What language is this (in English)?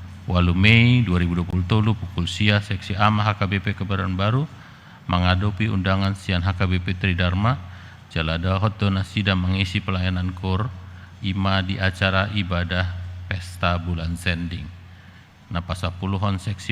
Batak Toba